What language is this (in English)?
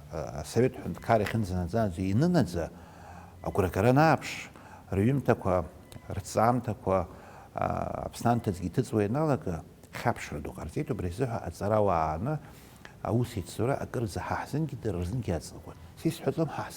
Abkhazian